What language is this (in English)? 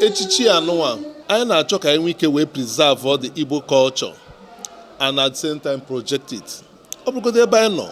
Igbo